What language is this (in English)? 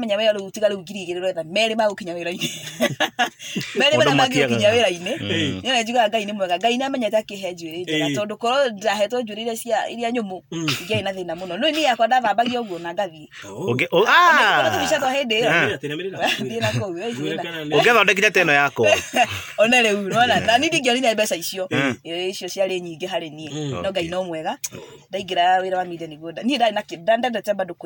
Kikuyu